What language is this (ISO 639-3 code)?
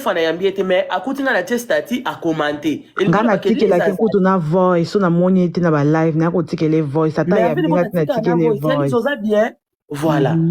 lin